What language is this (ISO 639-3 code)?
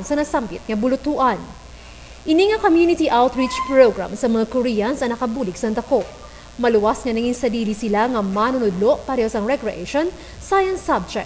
hil